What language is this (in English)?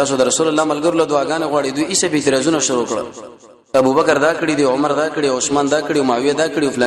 Pashto